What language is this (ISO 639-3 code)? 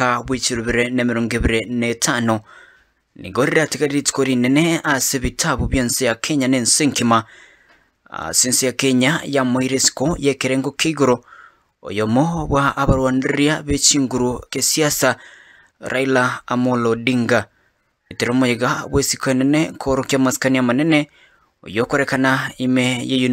guz